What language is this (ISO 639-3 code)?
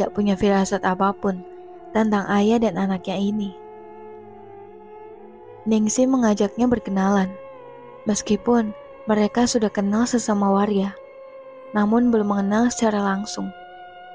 ind